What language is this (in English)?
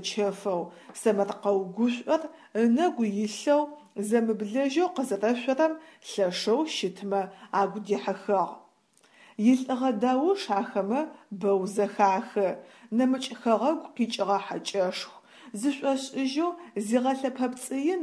Adyghe